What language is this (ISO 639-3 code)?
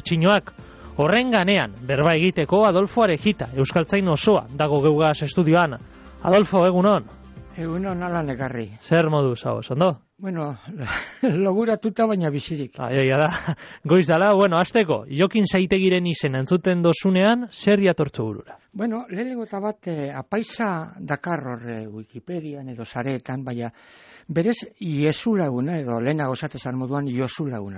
eus